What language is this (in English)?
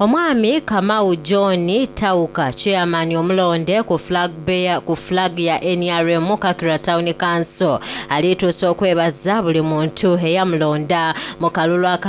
Soga